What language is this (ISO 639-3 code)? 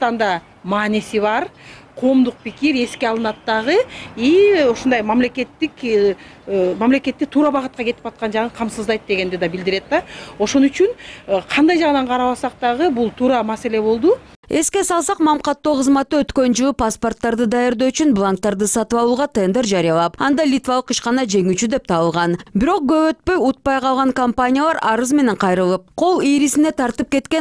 kir